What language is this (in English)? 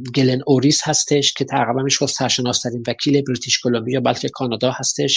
Persian